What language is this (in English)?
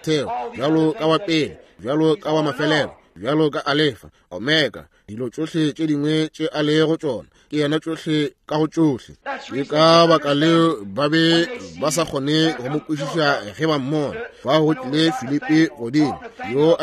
Northern Sotho